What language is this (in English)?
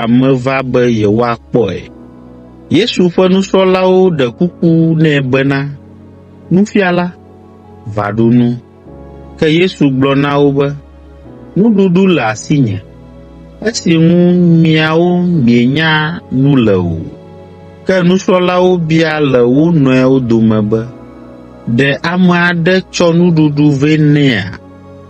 Ewe